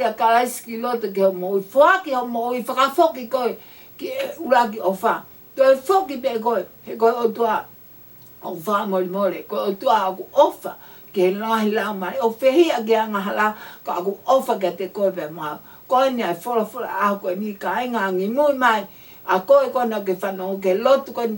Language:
Tongan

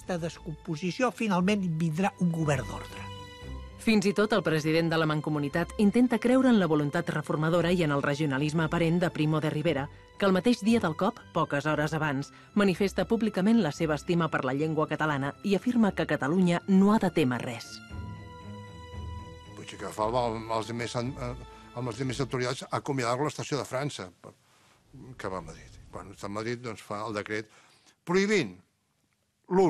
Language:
Catalan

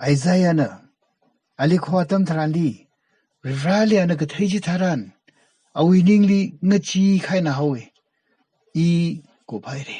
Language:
Tangkhul Naga (India)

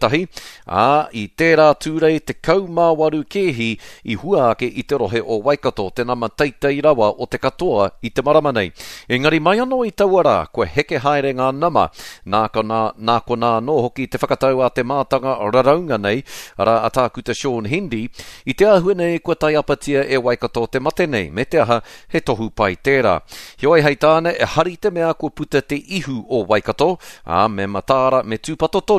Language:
Māori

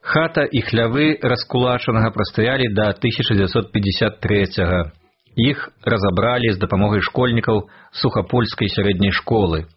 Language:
Belarusian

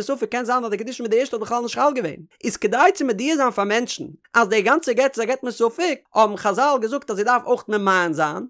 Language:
Yiddish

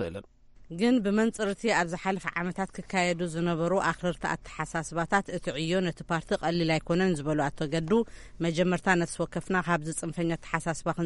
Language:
Tigrinya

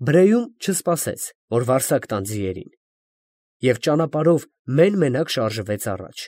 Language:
Armenian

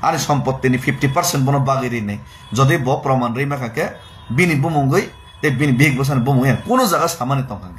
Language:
Kok Borok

